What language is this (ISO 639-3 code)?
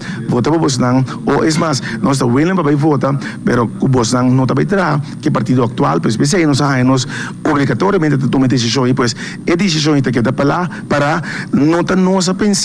pap